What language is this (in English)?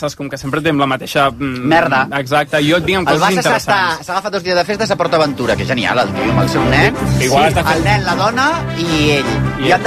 Catalan